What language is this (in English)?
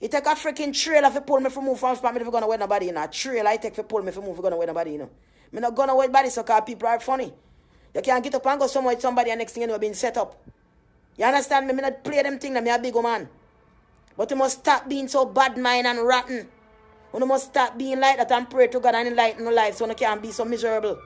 Jamaican Creole English